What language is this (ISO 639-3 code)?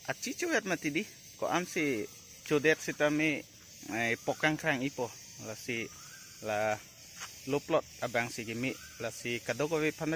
mjw